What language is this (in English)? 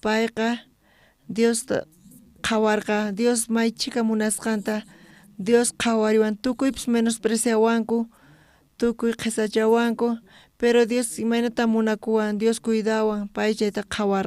South Bolivian Quechua